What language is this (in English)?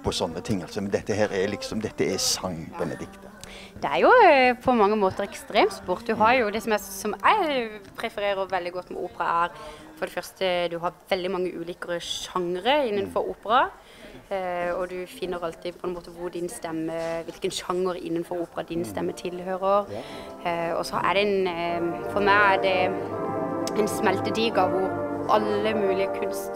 Norwegian